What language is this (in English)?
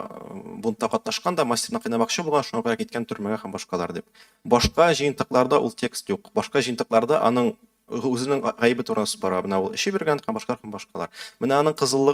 Tatar